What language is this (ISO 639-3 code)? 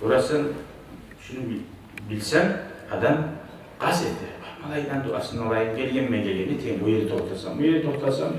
kum